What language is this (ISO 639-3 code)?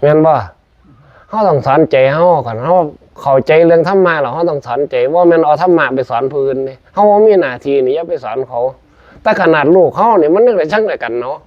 tts